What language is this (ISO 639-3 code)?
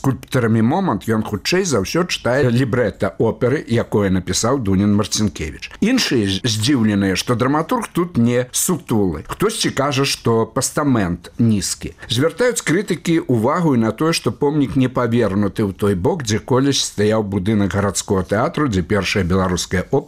bel